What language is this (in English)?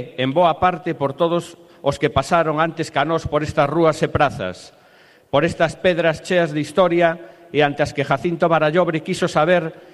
Galician